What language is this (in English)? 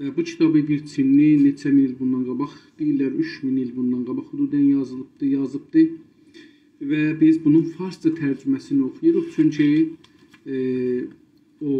South Azerbaijani